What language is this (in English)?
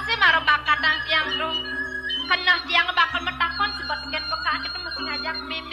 Balinese